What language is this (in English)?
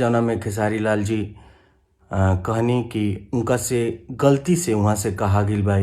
Bhojpuri